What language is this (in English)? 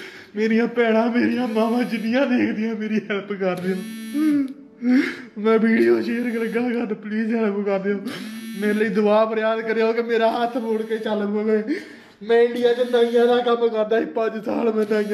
Punjabi